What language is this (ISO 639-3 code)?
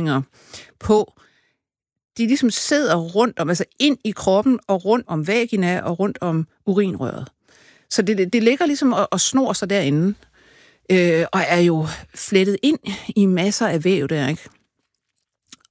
dan